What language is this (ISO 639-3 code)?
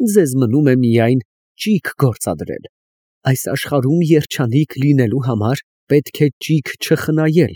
hye